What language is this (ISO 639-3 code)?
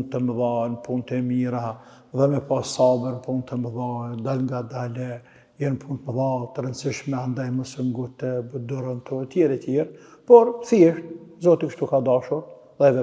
sqi